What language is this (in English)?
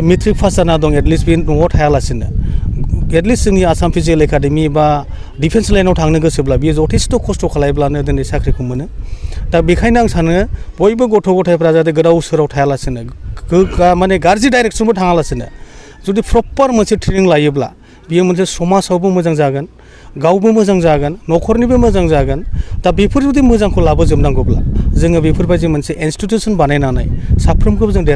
Bodo